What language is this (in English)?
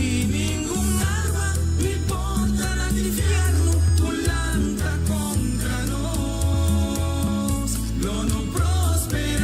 Papiamento